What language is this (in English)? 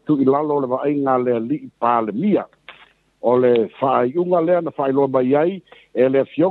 Samoan